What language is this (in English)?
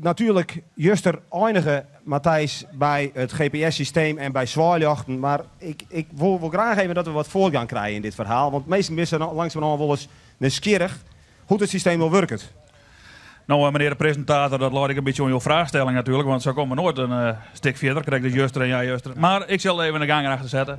Western Frisian